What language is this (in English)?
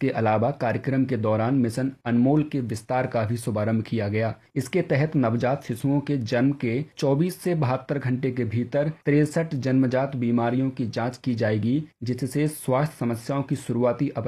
Hindi